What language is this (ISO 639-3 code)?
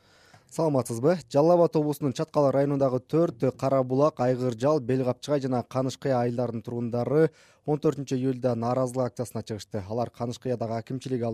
kir